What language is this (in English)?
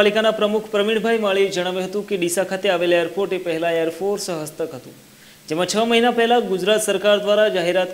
Gujarati